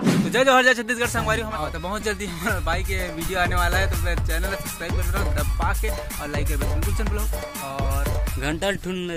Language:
Chhattisgarhi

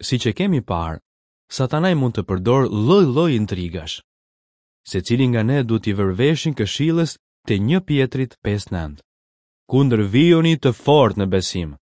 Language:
Albanian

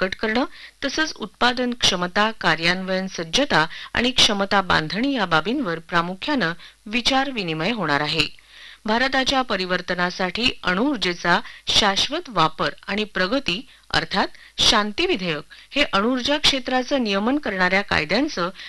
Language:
Marathi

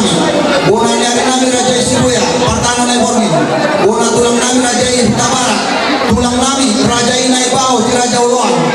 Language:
Batak Toba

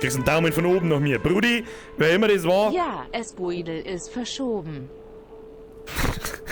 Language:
Bavarian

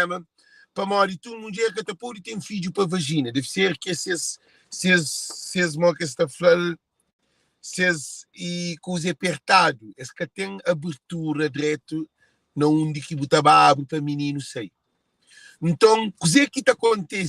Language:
Kabuverdianu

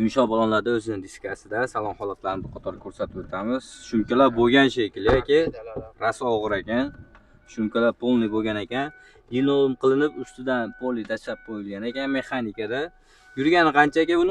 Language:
Uzbek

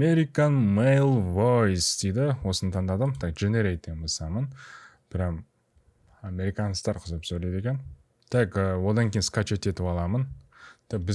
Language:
Kazakh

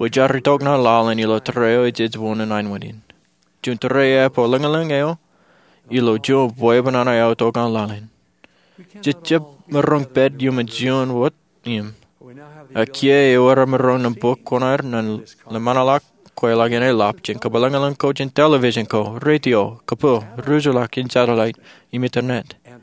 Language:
Marshallese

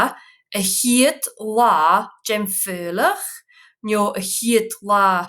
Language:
Scottish Gaelic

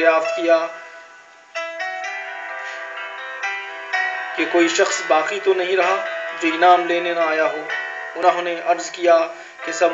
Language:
Urdu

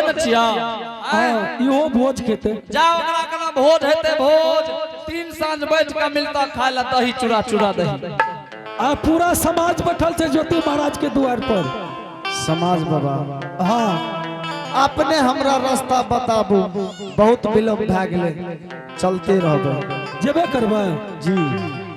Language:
Angika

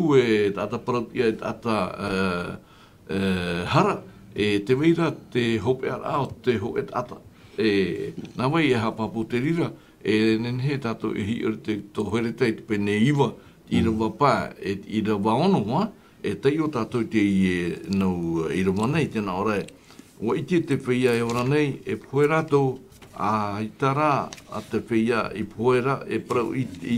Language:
Tahitian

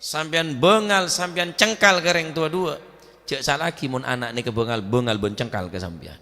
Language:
Madurese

